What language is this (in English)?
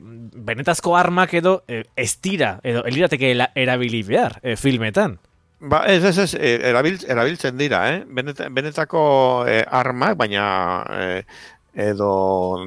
Basque